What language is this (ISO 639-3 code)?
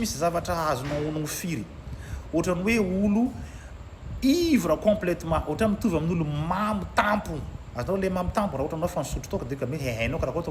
mlg